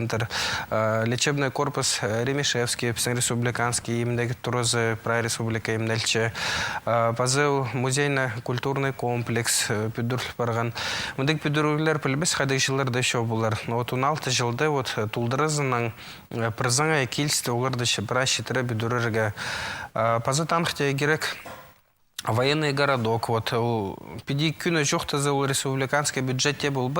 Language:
Khakas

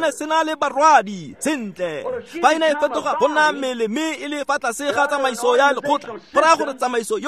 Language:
Tswana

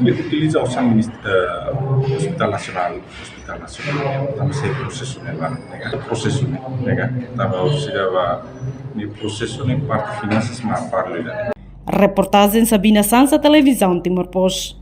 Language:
Tetum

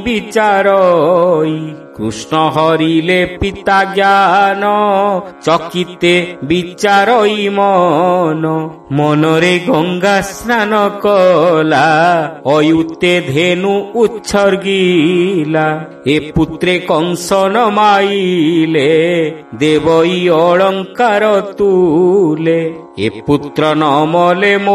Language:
Odia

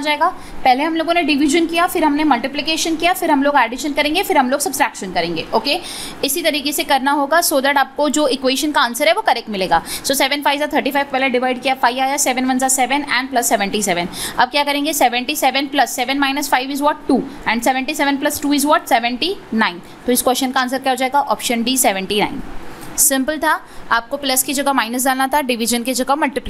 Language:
Hindi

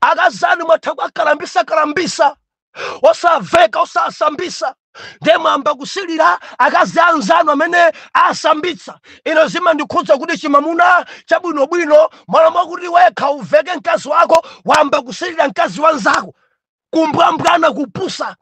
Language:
Nyanja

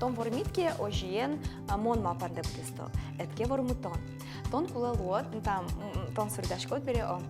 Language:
Udmurt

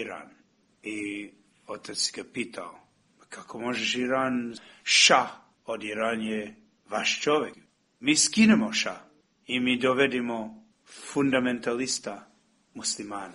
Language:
Serbian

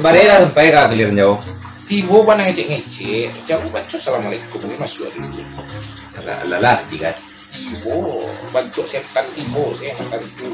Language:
Minangkabau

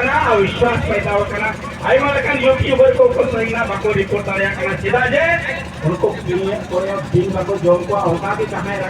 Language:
Santali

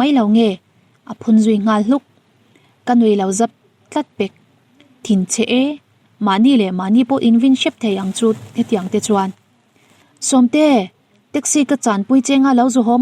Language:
Mizo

